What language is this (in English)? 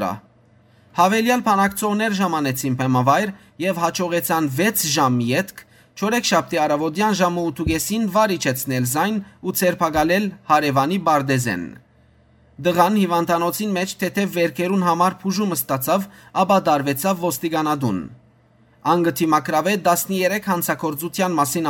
Western Armenian